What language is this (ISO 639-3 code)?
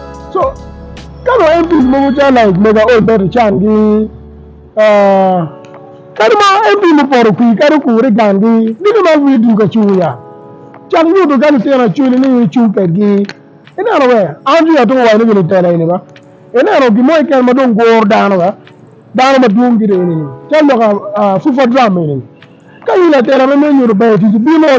ach